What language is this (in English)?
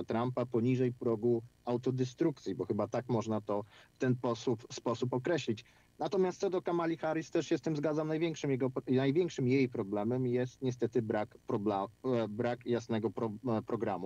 Polish